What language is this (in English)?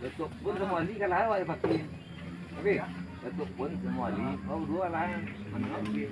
Minangkabau